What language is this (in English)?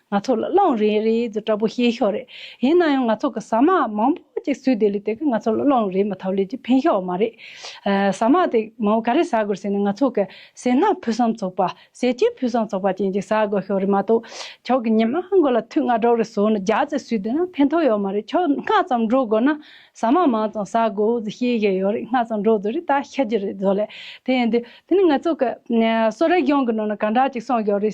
Tibetan